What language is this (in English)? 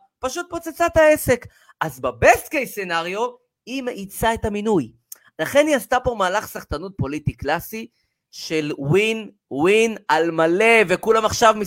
Hebrew